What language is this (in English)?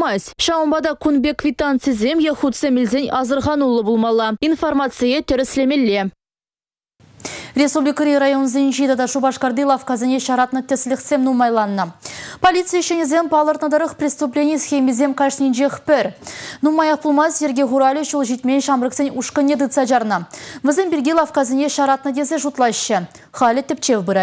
Chuvash